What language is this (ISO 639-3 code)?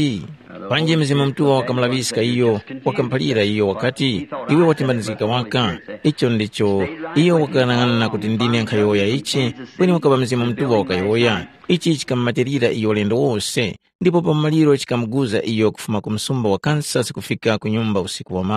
tum